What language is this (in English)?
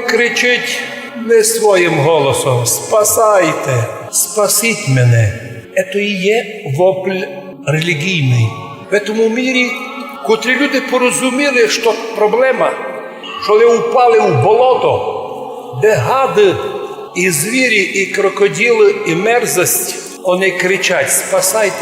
Rusyn